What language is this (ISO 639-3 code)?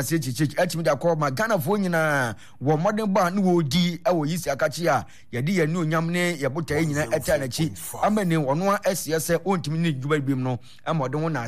aka